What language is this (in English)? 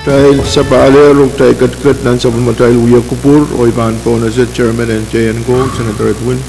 Pohnpeian